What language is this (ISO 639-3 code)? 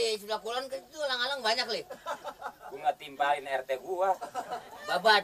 bew